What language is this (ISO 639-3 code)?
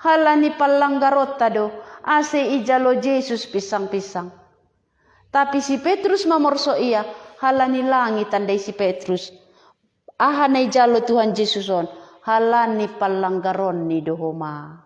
bts